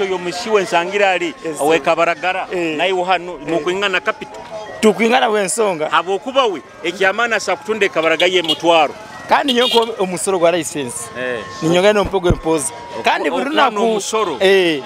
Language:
Nyoro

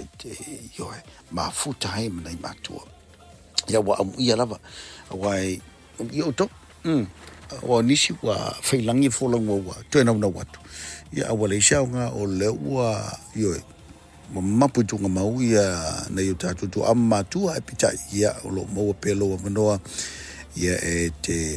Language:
Samoan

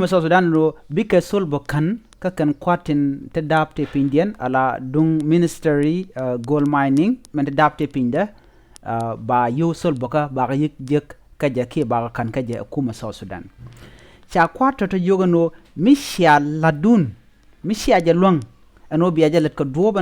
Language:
Nuer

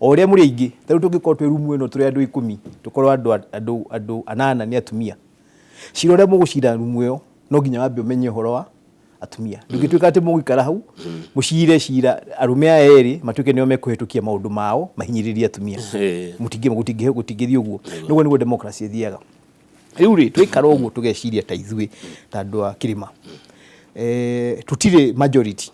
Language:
Kikuyu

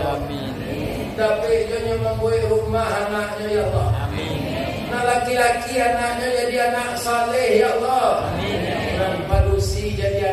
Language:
Minangkabau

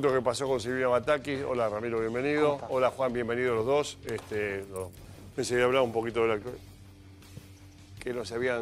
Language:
Spanish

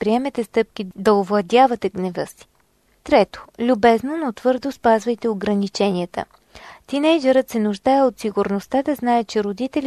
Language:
Bulgarian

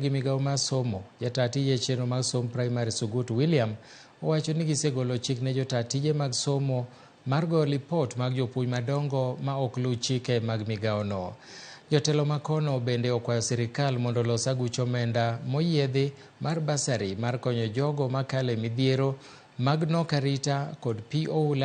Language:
Luo (Kenya and Tanzania)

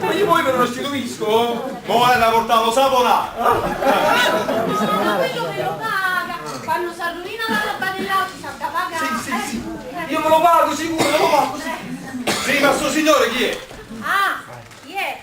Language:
Neapolitan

